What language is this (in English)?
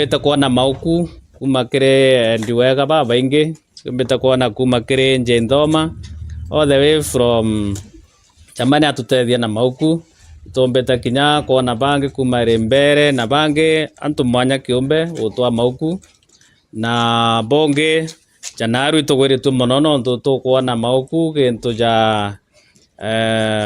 Meru